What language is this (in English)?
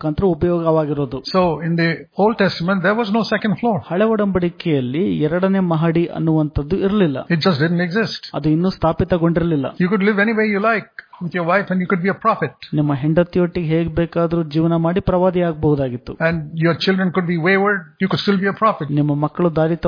Kannada